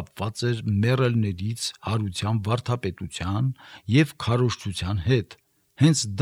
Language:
Armenian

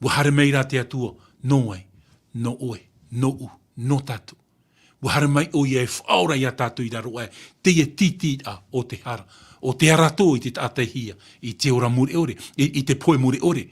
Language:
Tahitian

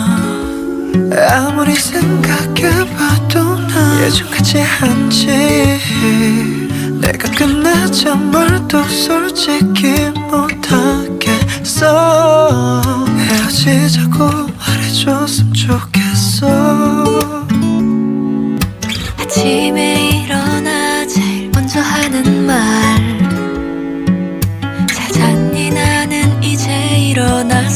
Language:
Korean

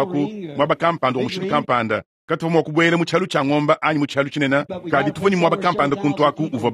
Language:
Luba-Lulua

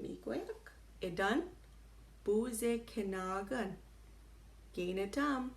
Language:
Chippewa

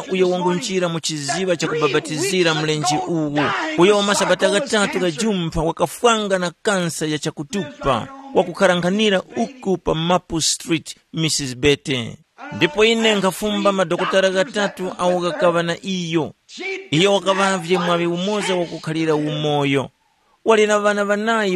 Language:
Tumbuka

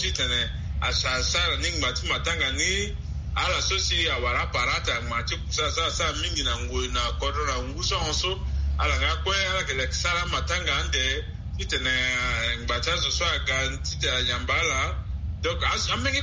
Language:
Sango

